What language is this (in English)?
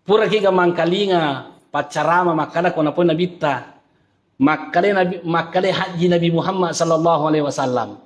Buginese